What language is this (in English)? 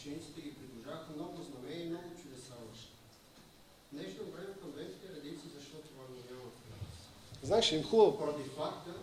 Bulgarian